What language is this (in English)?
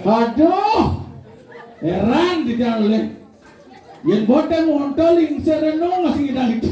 Balinese